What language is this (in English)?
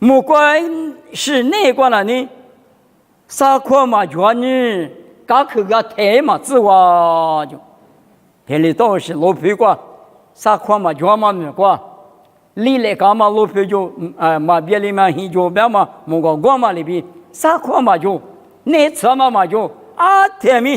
Lisu